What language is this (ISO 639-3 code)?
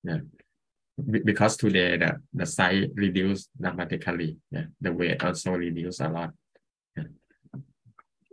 eng